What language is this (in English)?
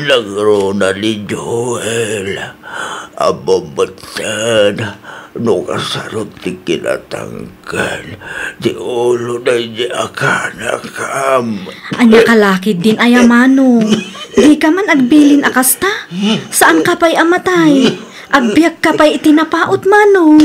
Iloko